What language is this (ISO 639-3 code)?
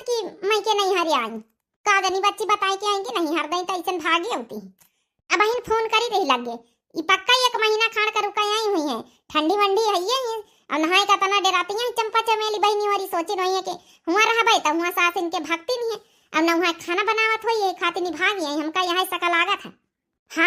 awa